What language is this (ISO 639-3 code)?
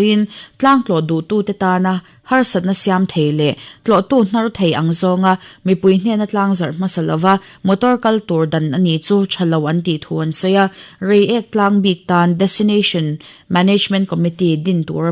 lus